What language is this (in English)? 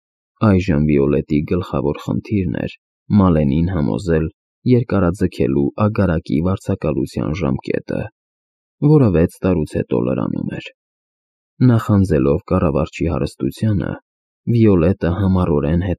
Armenian